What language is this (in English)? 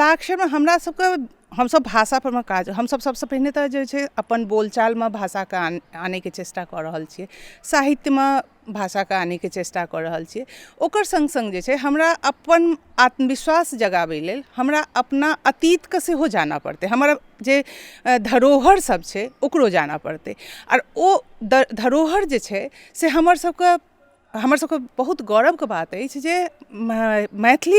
Maithili